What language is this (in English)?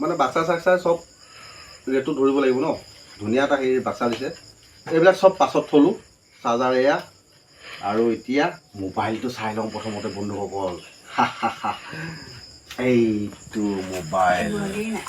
Assamese